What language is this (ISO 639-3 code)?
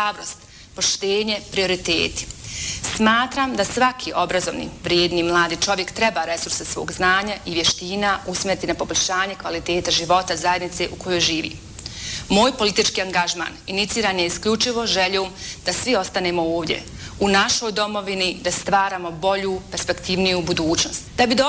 bos